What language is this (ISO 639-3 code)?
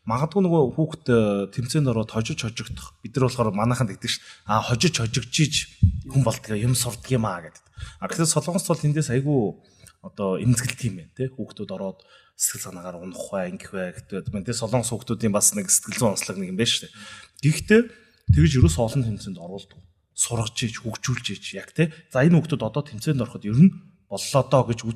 mon